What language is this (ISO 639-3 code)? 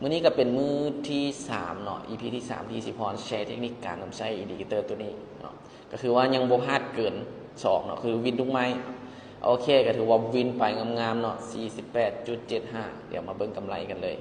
lao